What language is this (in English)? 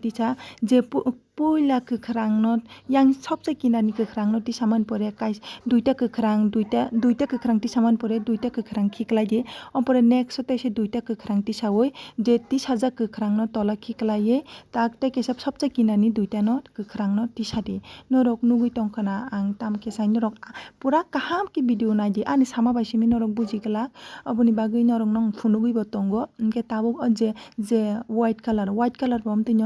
Kok Borok